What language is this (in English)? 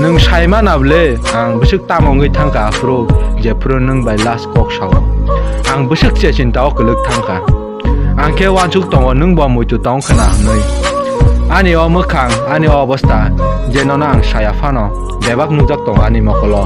Kok Borok